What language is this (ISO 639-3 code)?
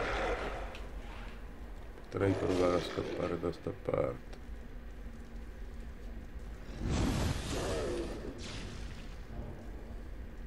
ita